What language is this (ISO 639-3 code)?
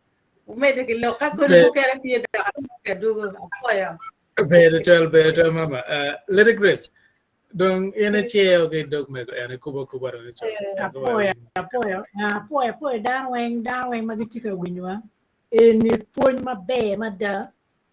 ach